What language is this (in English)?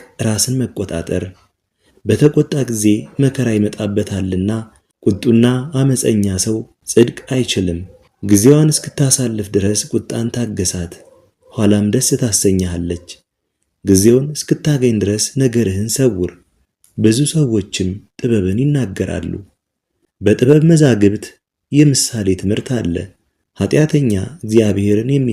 Amharic